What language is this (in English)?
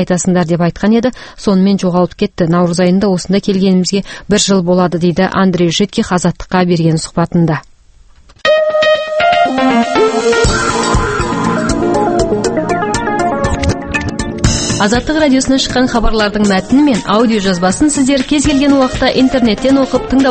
Kazakh